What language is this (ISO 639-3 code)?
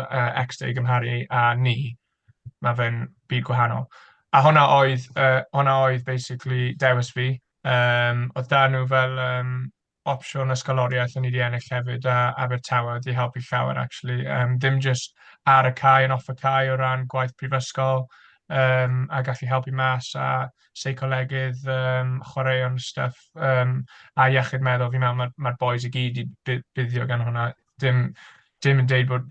cym